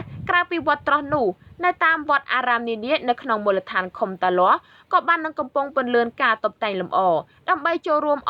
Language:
Khmer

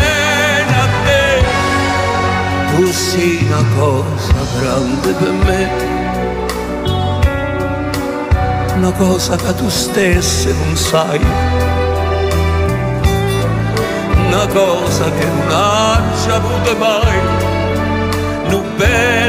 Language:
Italian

